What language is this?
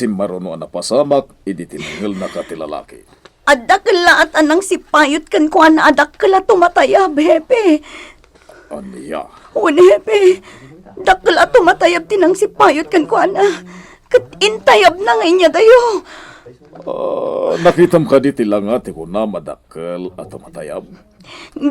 Iloko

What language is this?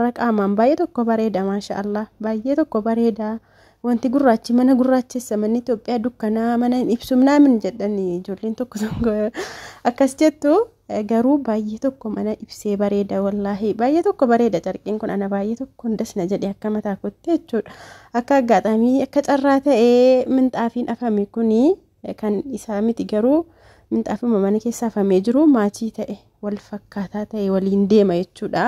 Oromo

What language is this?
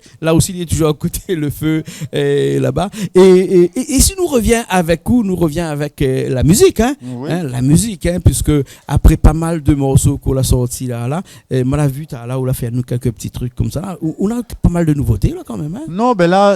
Réunion Creole French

